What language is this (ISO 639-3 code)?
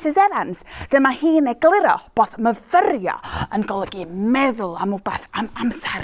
cym